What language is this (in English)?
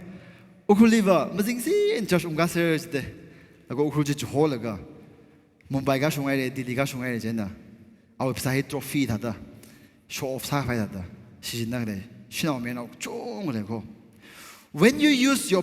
Tangkhul Naga (India)